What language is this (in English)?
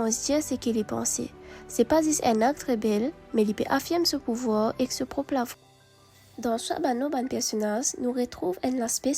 Morisyen